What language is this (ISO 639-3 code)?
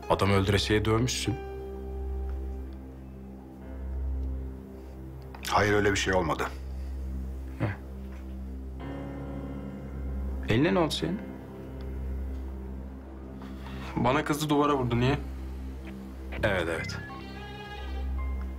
tur